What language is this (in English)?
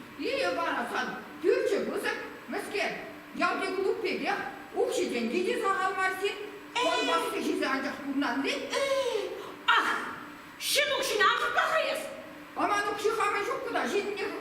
Chuvash